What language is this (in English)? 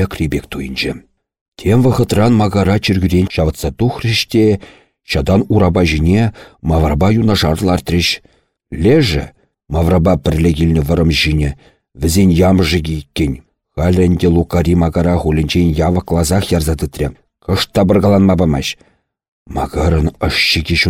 Chuvash